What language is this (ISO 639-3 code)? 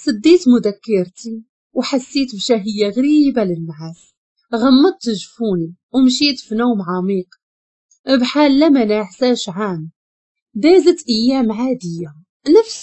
ary